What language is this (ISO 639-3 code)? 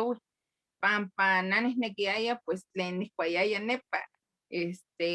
nhe